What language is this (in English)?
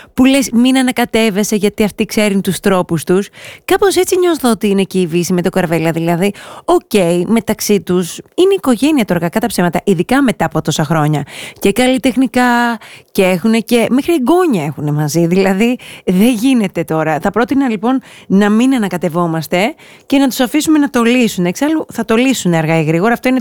Greek